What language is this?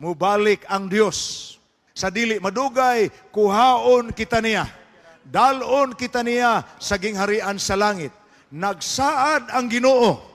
Cebuano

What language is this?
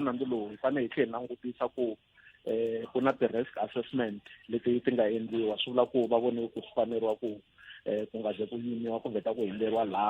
Tsonga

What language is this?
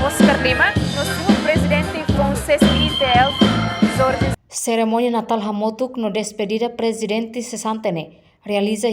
Tetum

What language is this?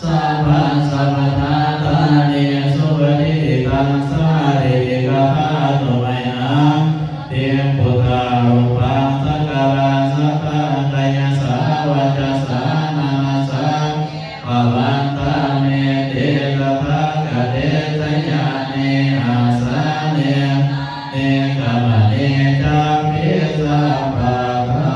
Pali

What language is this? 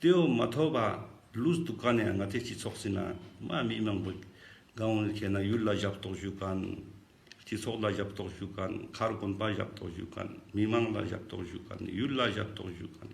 Ladakhi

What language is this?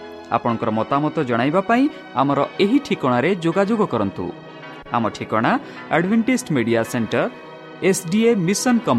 Odia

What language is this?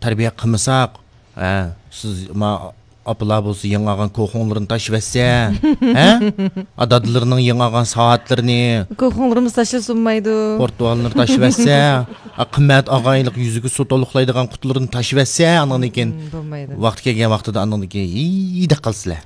Uyghur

